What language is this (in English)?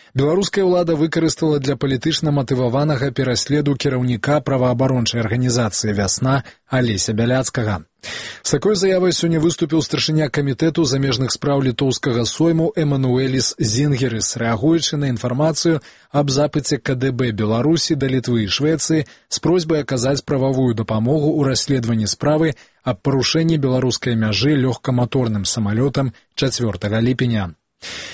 Belarusian